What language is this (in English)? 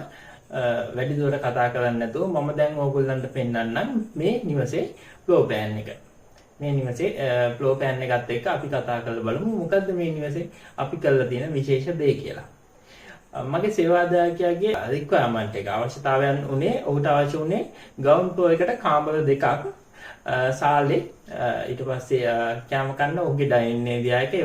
Sinhala